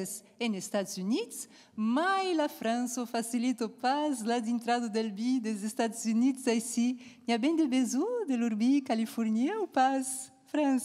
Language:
Occitan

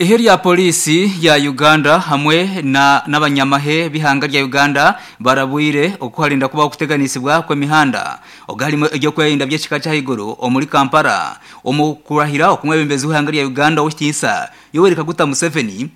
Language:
Nyankole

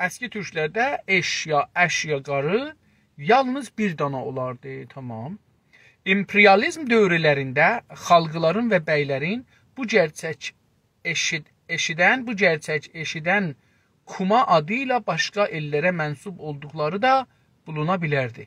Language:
South Azerbaijani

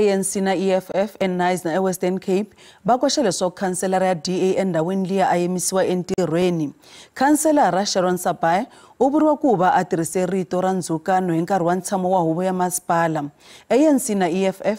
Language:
Tsonga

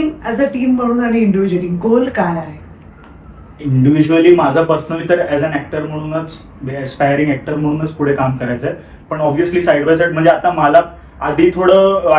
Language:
Marathi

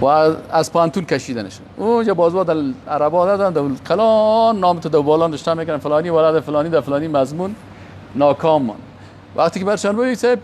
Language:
Persian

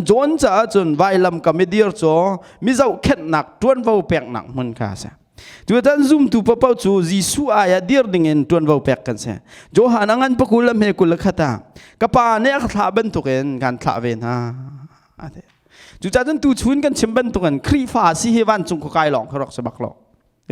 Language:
Hakha Chin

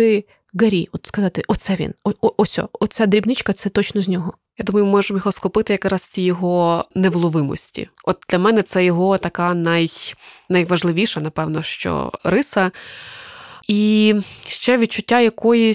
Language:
Ukrainian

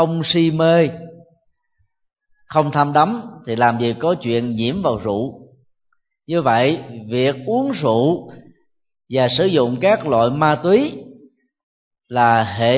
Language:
Vietnamese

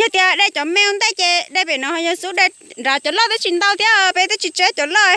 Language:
Hmong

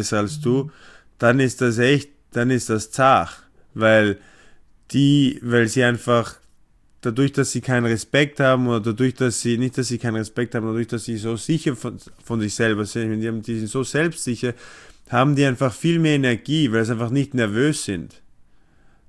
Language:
German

